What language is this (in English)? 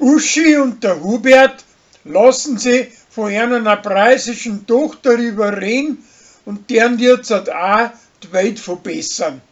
Bavarian